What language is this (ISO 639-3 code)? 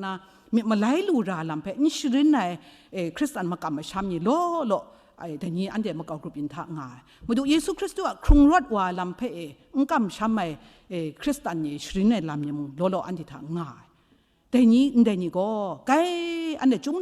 kac